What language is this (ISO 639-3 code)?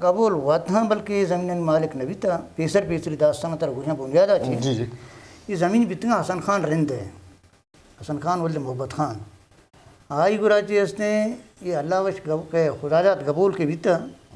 bgp